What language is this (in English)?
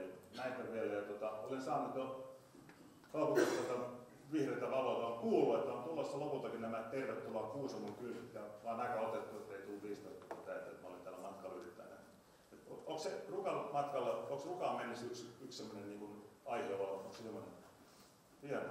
Finnish